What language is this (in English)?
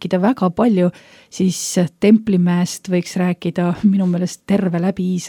Estonian